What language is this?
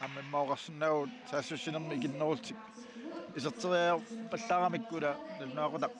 Kalaallisut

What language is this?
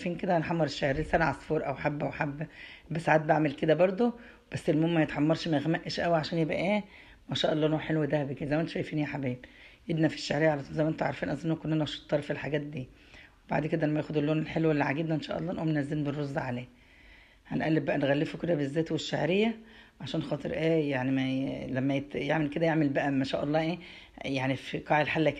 Egyptian Arabic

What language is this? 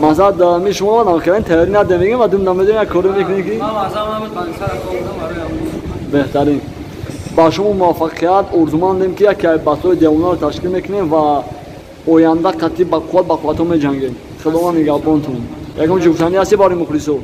Tajik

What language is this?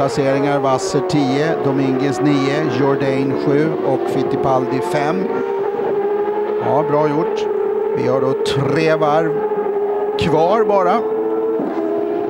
Swedish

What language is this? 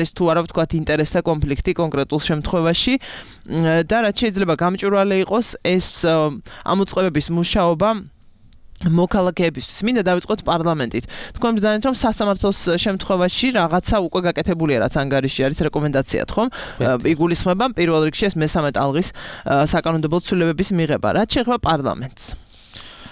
Georgian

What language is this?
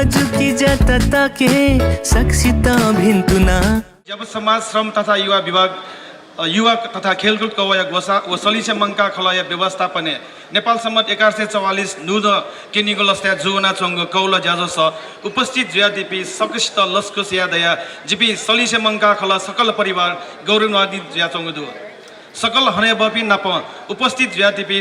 Newari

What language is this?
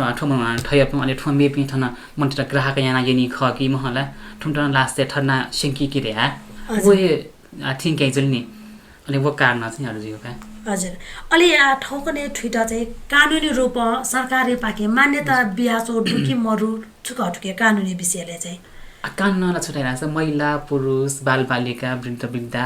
Newari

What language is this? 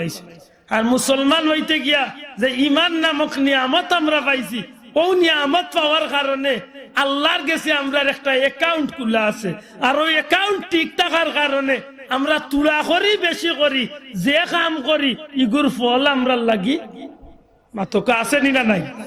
Sylheti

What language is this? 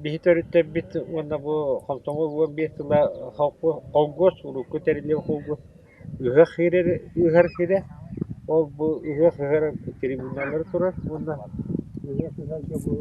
Yakut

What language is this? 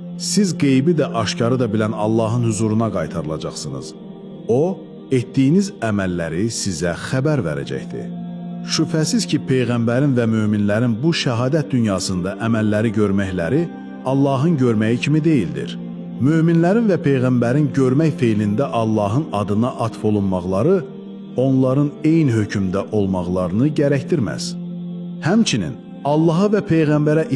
Azerbaijani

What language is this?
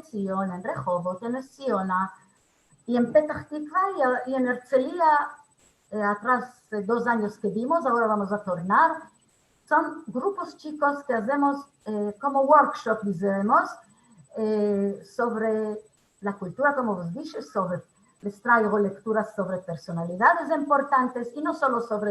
Ladino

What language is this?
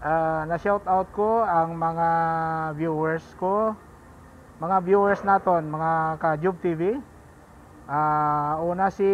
Hiligaynon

